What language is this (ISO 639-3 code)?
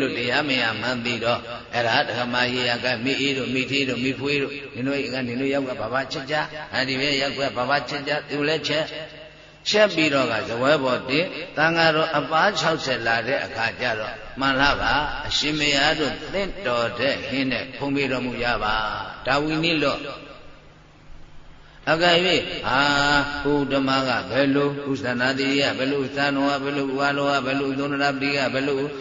mya